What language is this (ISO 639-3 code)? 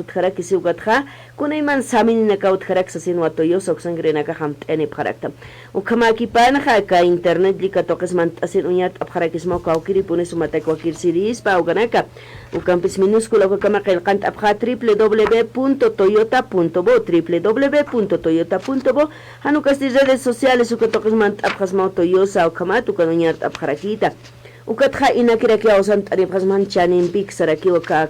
aym